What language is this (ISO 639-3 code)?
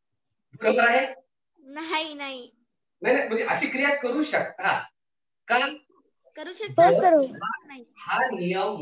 mar